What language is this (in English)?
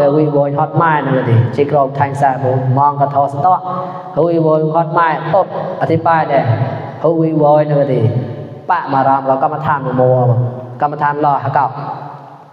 Mon